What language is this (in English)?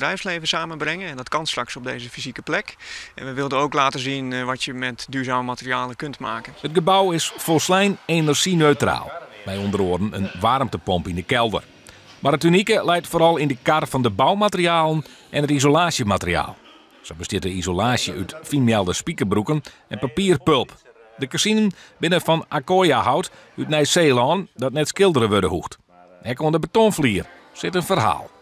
Western Frisian